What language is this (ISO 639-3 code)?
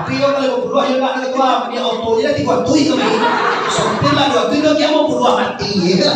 min